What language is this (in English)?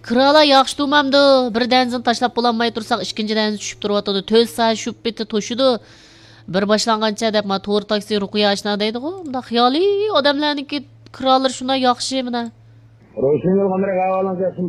Uyghur